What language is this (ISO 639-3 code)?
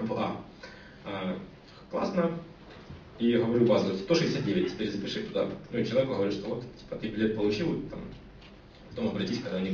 rus